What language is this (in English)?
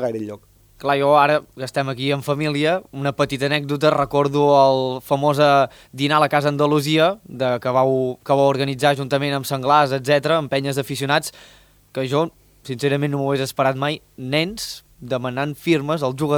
Catalan